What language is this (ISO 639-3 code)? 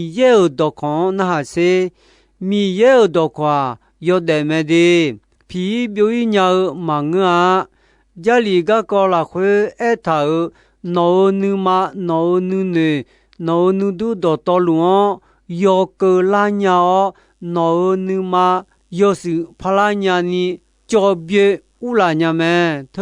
ahk